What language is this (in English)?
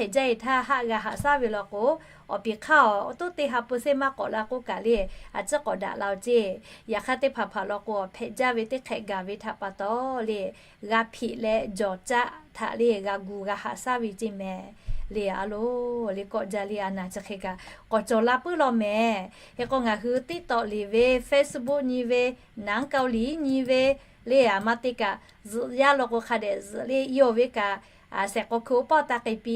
Lahu